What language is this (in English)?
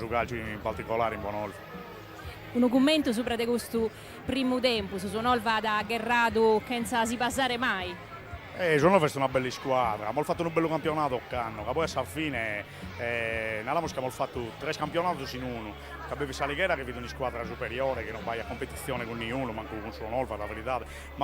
Sardinian